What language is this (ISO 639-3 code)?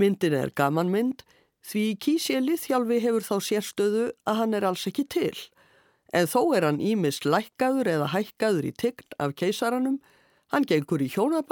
isl